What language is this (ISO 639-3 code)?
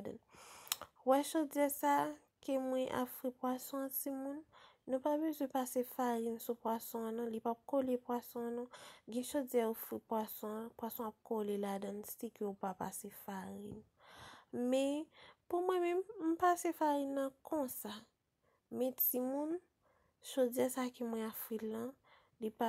hat